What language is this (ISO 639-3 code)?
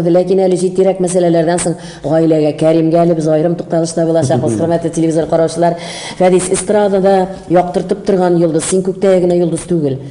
tat